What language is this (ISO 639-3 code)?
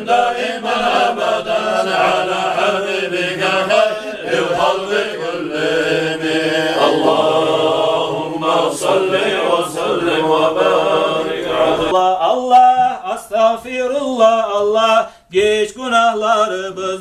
kum